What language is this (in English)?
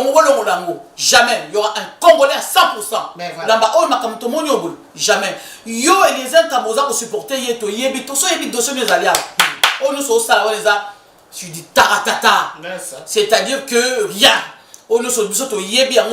Lingala